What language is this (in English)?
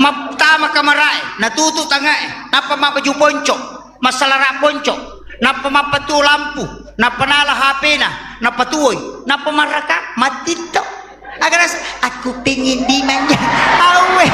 Buginese